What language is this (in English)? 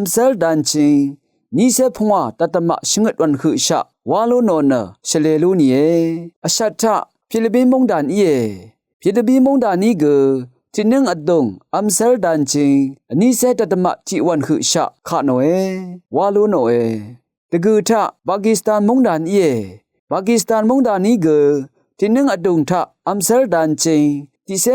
Rawang